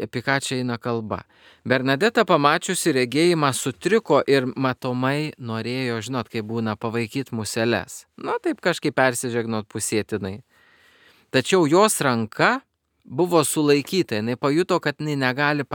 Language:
Lithuanian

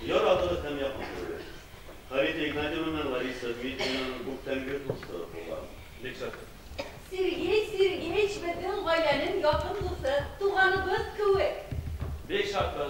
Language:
Bashkir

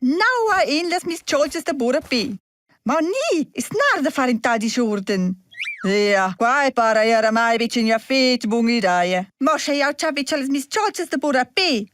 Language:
Romansh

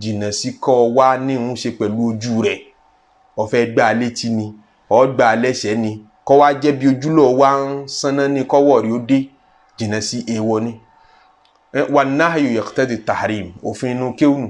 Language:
Yoruba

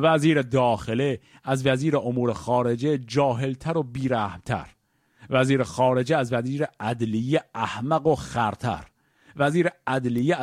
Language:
Persian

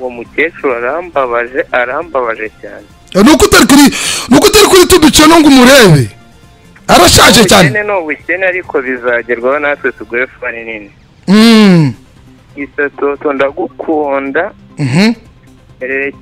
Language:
Kinyarwanda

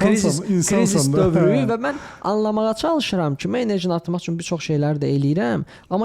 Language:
Azerbaijani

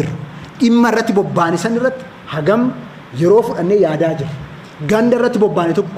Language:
Oromo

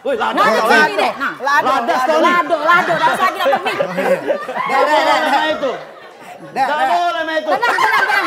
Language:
Musi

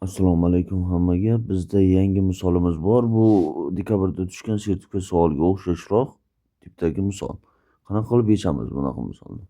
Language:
Uzbek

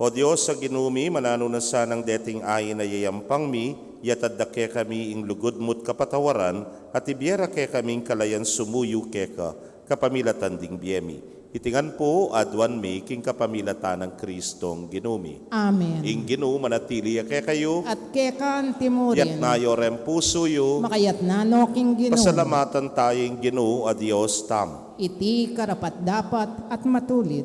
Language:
Pampanga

